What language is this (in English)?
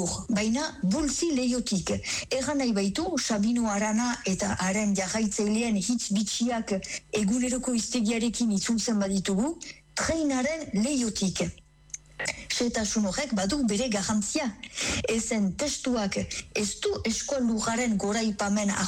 Basque